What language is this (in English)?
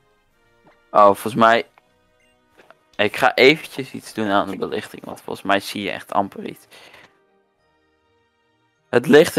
Dutch